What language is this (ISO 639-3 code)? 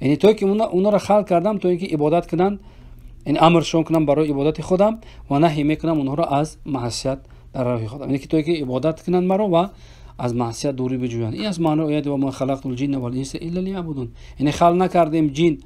fas